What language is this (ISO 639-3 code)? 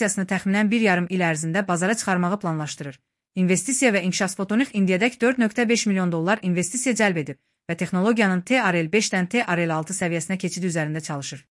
aze